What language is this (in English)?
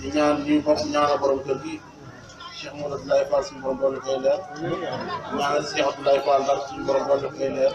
Wolof